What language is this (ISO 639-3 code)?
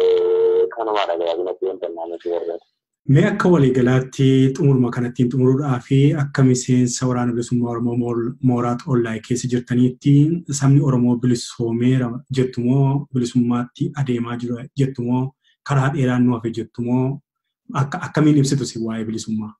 orm